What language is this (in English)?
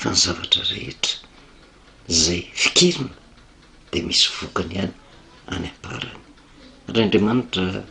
Malagasy